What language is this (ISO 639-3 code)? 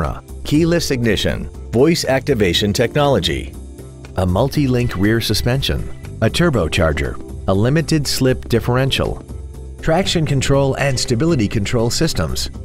eng